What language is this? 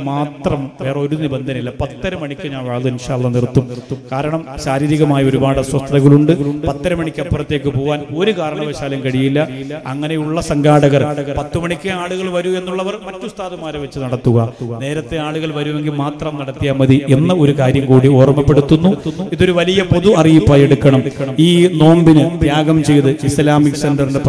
Malayalam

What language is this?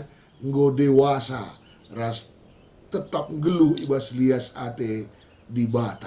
Batak Karo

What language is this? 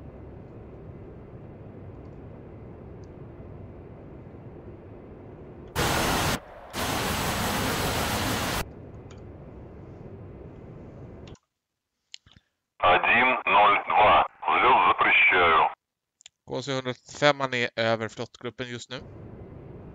Swedish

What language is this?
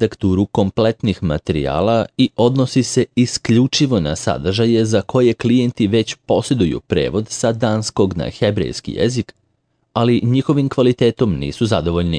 Serbian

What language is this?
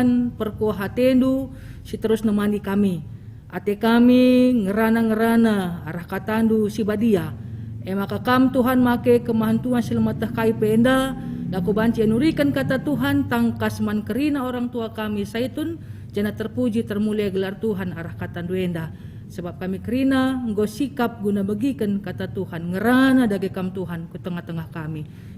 Batak Karo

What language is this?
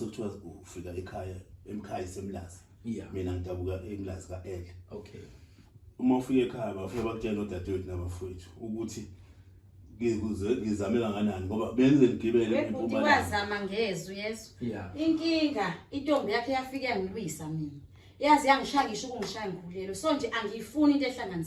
Zulu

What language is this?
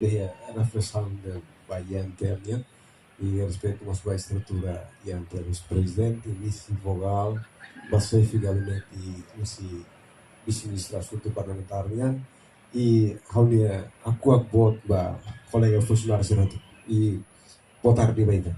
Tetum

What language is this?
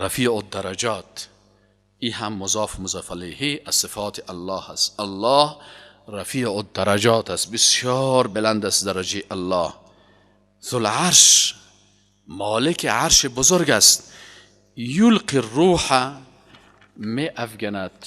Persian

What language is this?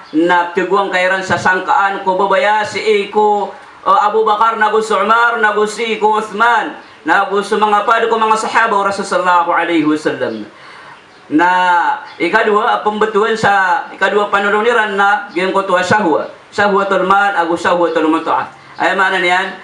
Maranao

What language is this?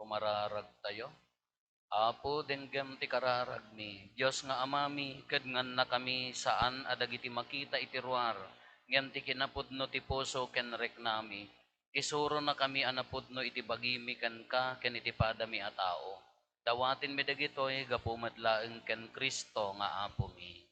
Iloko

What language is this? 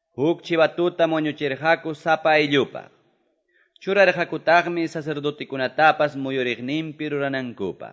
Quechua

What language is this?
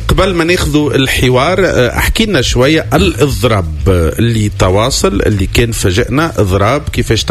Tunisian Arabic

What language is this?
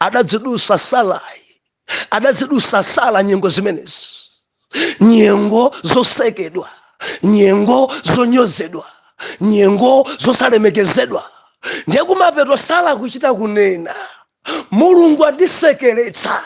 Nyanja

